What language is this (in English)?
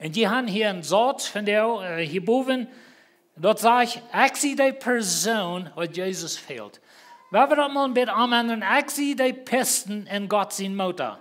Plautdietsch